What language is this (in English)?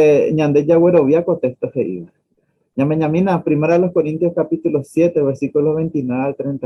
Guarani